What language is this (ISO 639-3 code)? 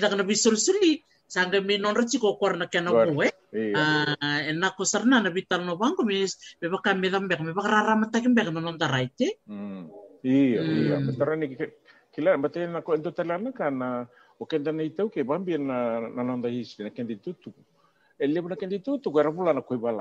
fij